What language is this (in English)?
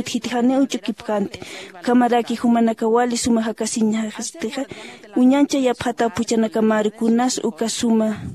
Aymara